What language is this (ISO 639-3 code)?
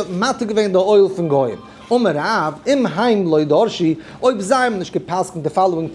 yid